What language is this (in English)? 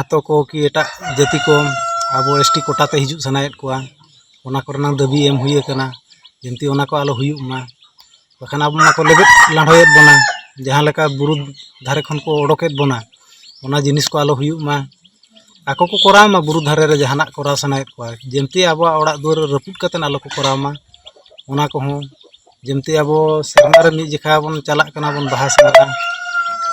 Santali